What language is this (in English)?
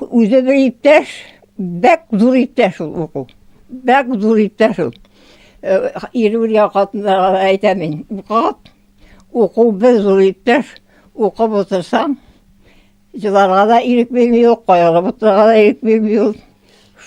Tatar